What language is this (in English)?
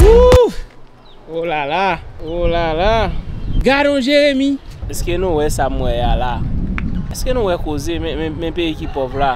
Haitian Creole